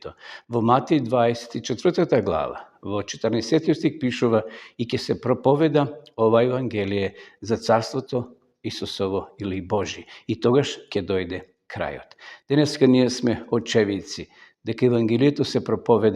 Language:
Macedonian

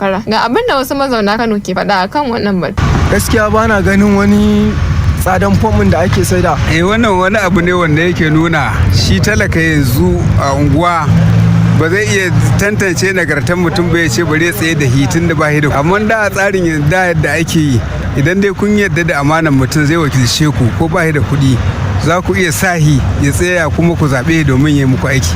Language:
Hausa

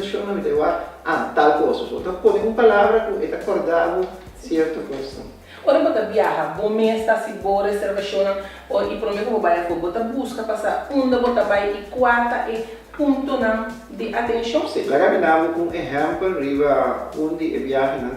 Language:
Papiamento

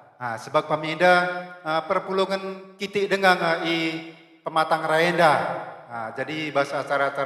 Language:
Batak Karo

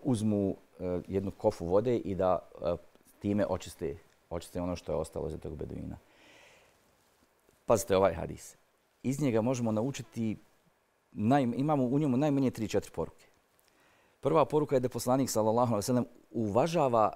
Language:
Bosnian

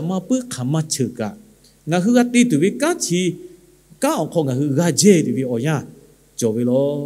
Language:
Lahu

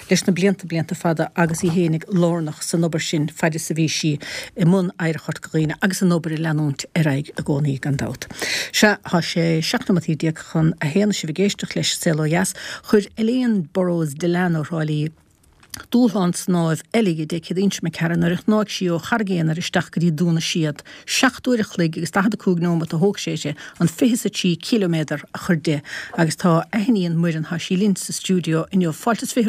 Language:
Irish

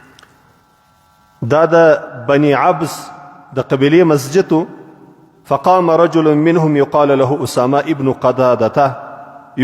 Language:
Pashto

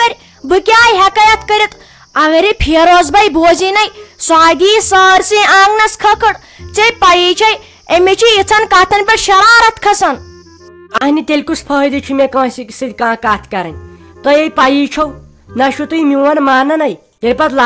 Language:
Kashmiri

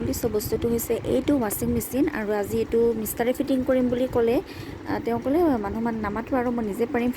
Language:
Assamese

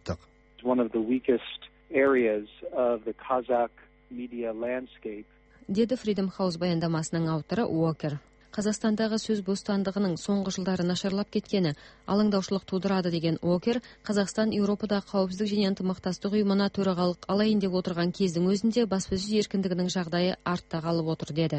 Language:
Kazakh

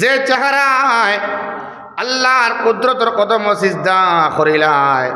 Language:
Sylheti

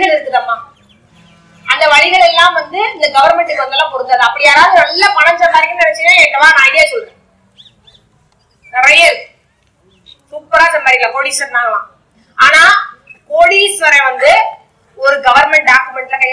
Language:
Tamil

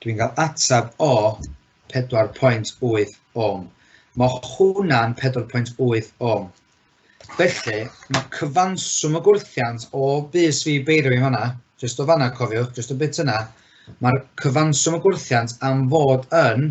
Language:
Welsh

